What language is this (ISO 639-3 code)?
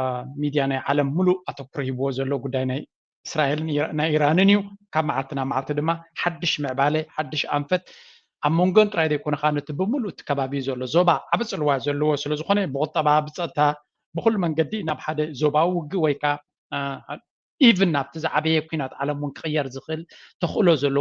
tir